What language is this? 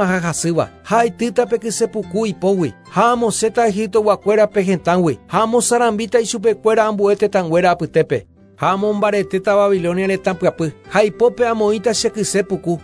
Guarani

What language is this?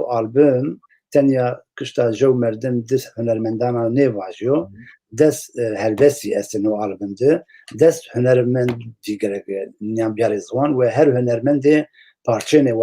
Zaza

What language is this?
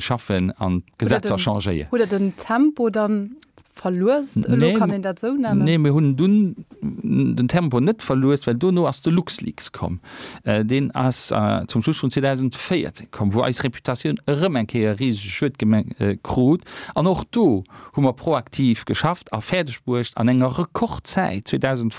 Luxembourgish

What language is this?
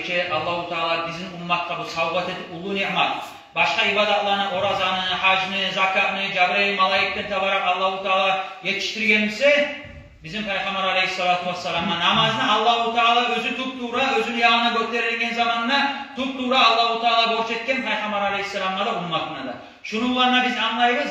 Kumyk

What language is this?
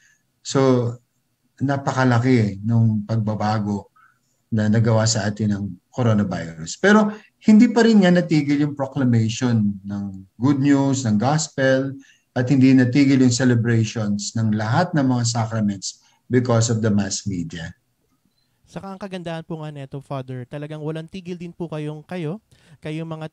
Filipino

